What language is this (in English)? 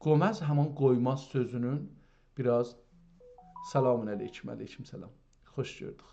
South Azerbaijani